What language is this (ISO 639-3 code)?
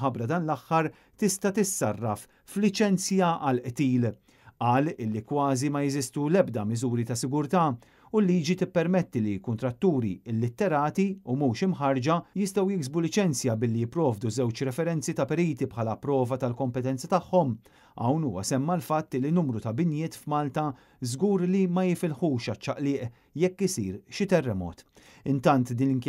mlt